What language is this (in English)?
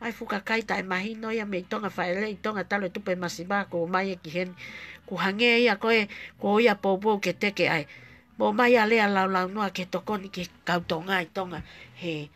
Tongan